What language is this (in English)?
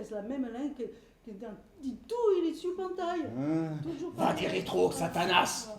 Occitan